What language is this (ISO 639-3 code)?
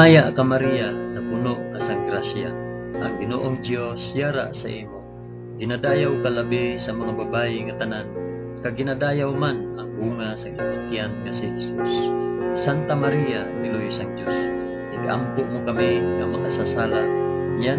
hil